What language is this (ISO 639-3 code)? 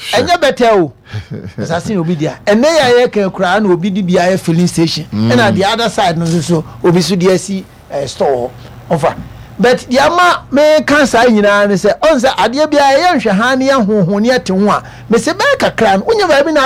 aka